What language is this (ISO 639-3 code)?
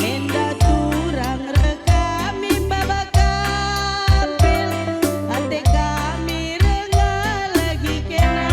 btx